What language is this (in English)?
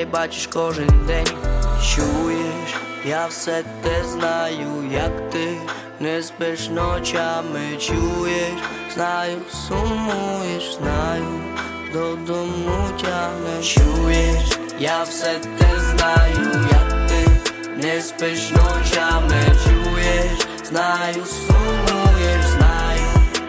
Ukrainian